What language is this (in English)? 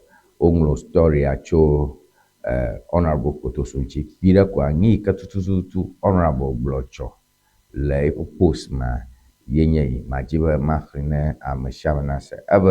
Ewe